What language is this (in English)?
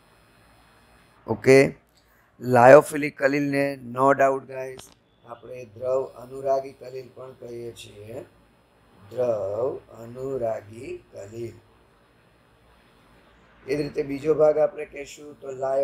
Gujarati